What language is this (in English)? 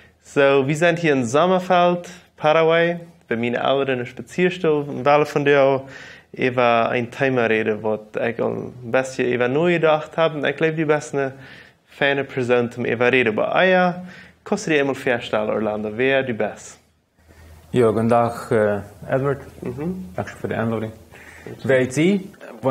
Plautdietsch